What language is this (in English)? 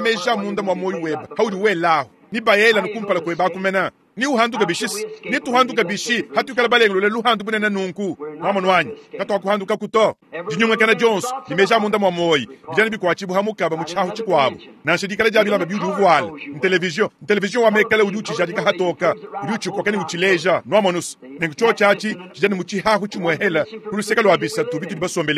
Luba-Lulua